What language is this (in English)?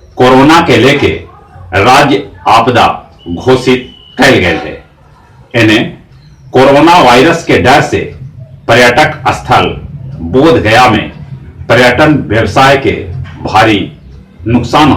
Magahi